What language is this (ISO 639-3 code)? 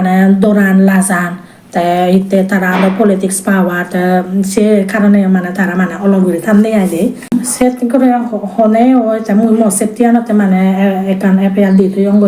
ccp